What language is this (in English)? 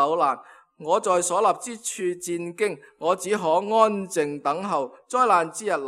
Cantonese